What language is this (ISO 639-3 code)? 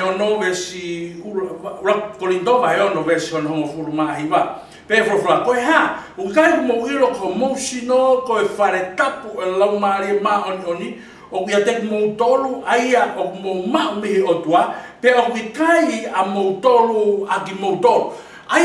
ton